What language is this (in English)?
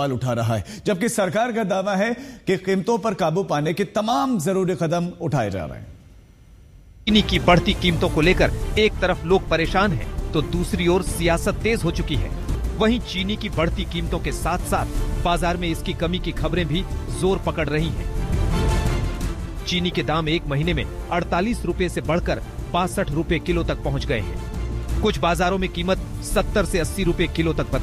Hindi